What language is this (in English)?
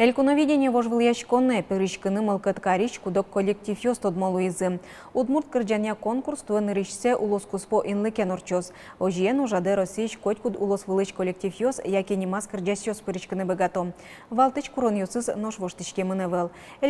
Udmurt